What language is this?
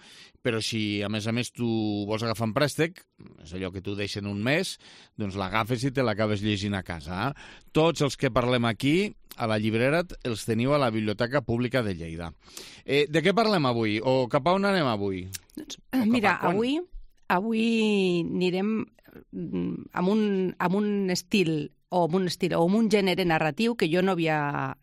Catalan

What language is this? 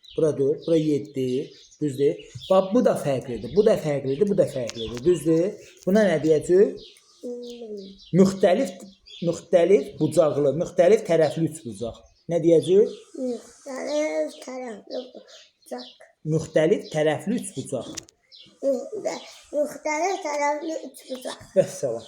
Azerbaijani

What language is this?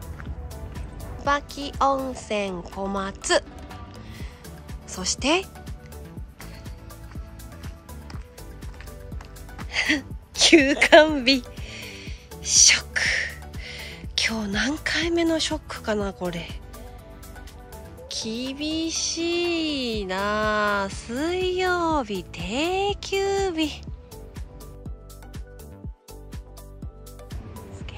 Japanese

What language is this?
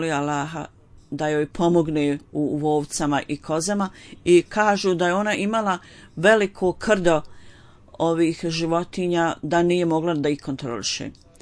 Bosnian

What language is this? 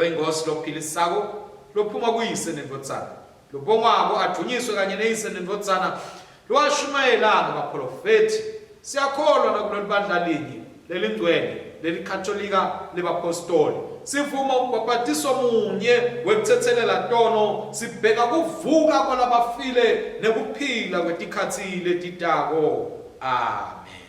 Swati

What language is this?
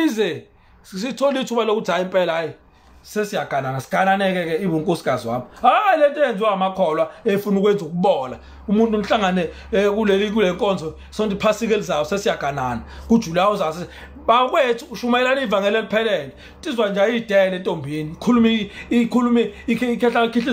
Zulu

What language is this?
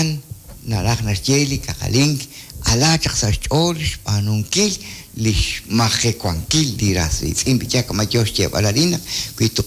Kekchí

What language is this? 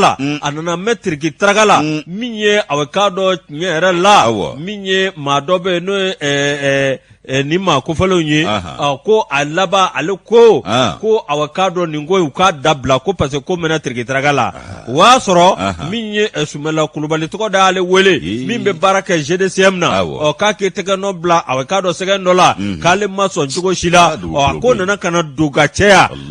Bambara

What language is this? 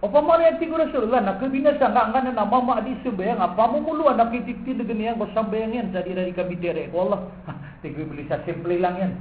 Maranao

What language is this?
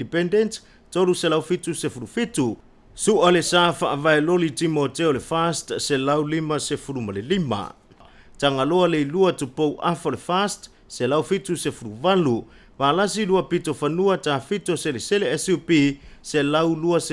Samoan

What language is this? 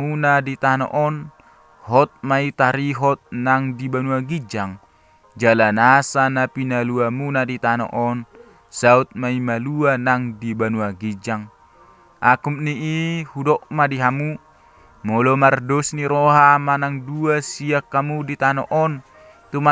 Batak Toba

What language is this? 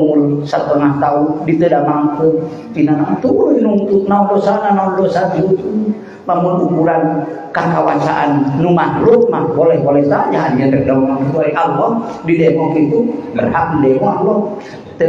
Sundanese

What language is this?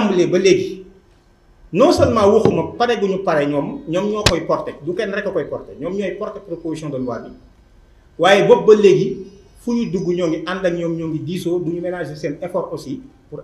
Wolof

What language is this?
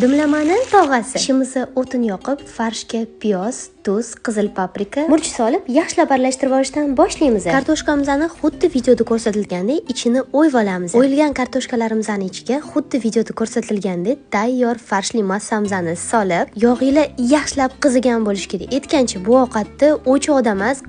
Uzbek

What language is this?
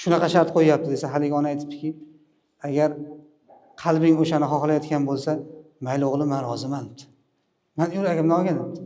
Uzbek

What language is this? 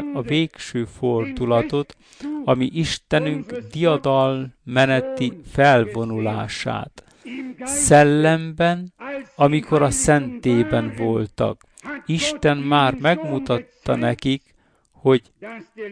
Hungarian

